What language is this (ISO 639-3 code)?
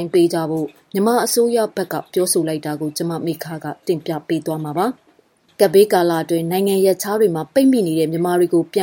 mya